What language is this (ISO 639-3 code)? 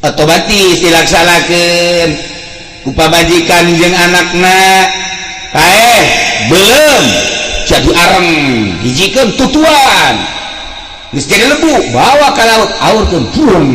sun